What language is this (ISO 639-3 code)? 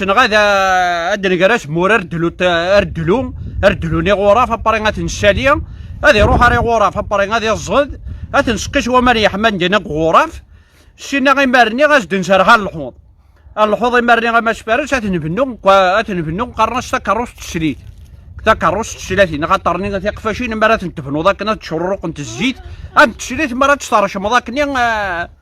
kab